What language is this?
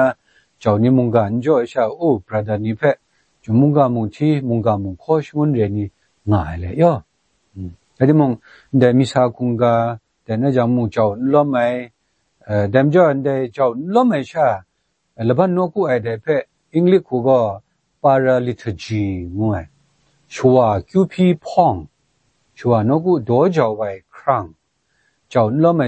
Kachin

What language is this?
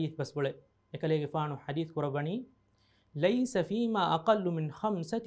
Divehi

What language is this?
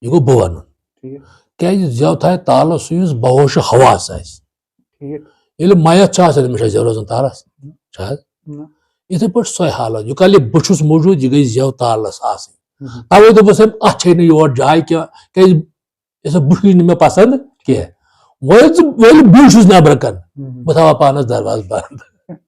Kashmiri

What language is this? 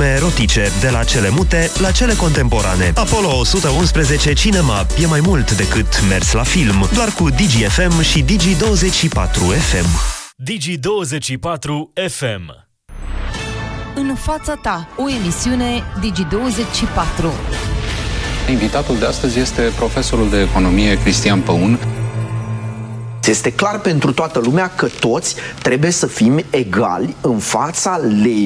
Romanian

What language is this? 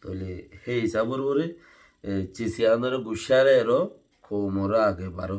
Rohingya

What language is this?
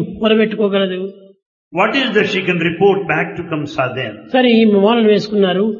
Telugu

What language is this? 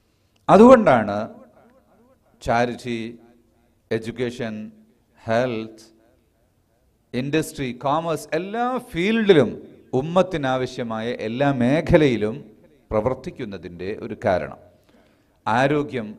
Malayalam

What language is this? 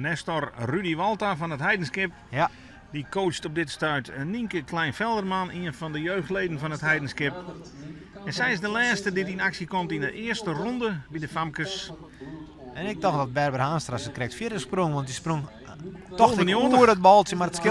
Western Frisian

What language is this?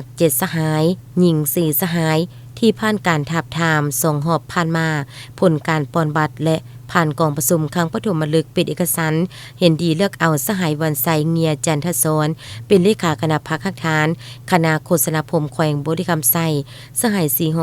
Lao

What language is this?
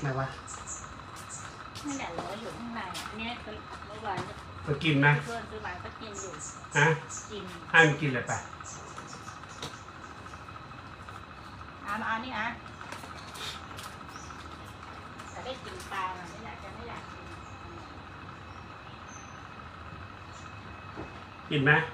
Thai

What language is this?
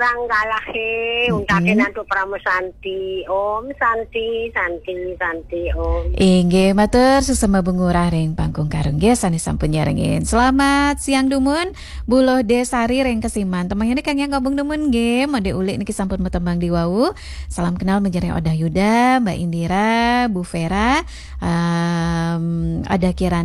Balinese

